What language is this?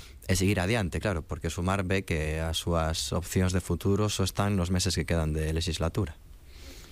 Galician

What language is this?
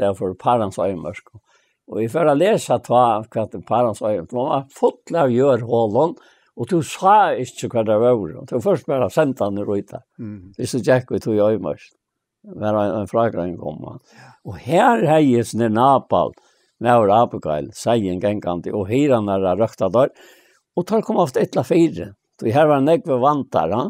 Faroese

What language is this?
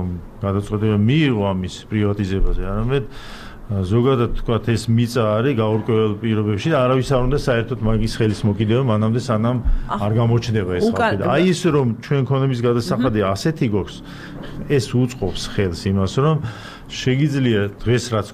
Georgian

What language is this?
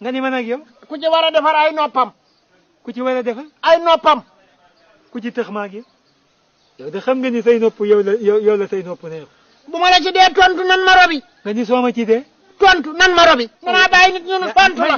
Wolof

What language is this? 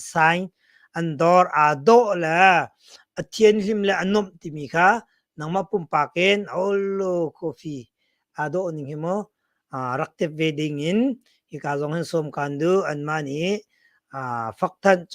Hakha Chin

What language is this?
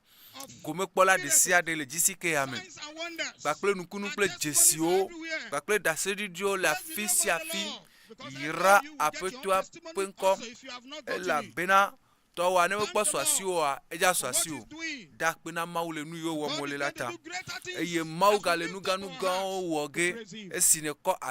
Ewe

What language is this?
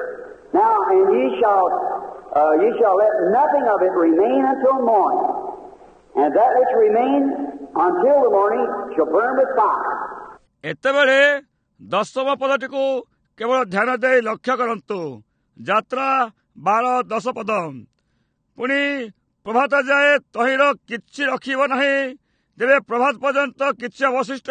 Odia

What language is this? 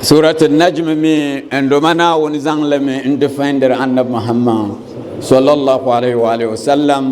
Dagbani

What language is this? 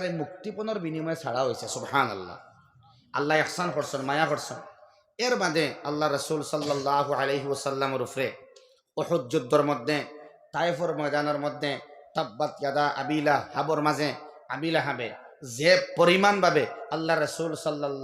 Sylheti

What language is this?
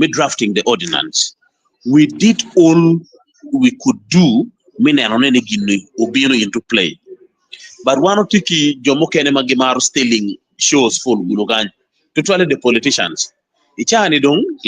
Acoli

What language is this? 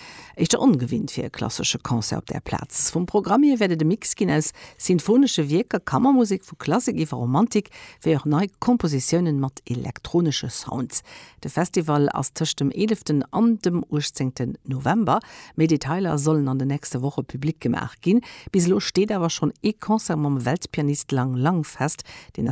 Luxembourgish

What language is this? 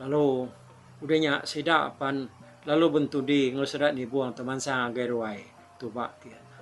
Iban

